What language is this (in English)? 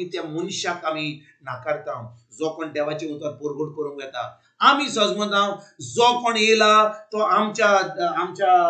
Konkani